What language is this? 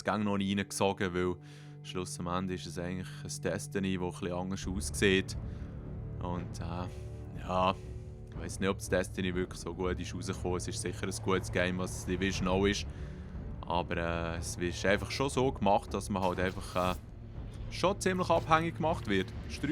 Swiss German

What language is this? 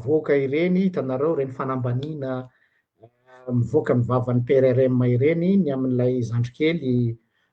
Malagasy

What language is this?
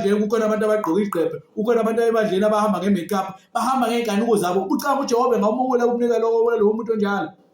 Zulu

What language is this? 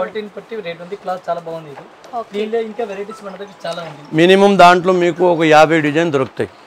Telugu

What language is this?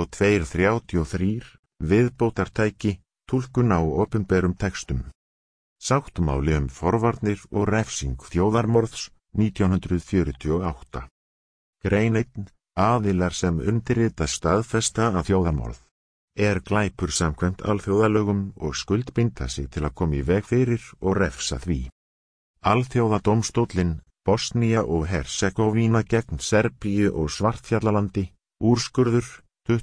Icelandic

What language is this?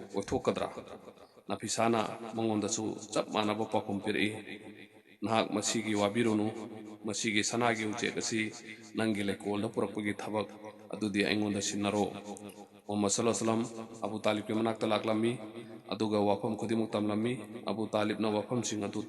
Manipuri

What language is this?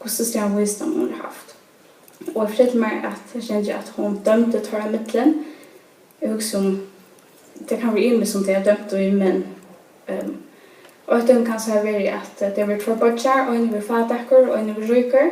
Faroese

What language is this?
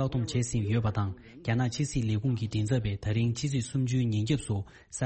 Tibetan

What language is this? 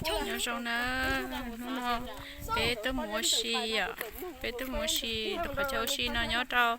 Hmong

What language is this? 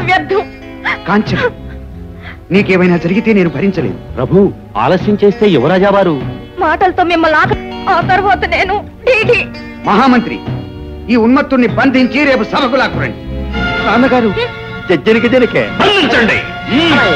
Telugu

